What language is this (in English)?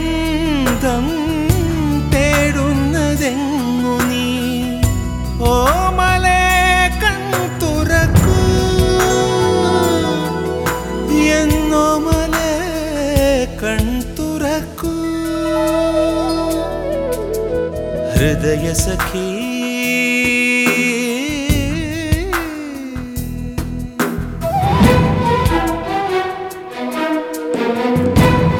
Malayalam